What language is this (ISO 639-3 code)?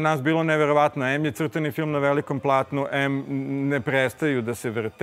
srp